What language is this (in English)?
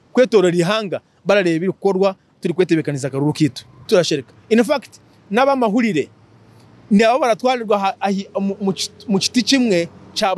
Nyankole